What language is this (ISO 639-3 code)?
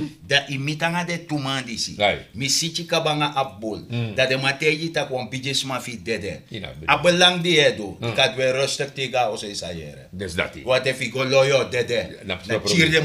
srn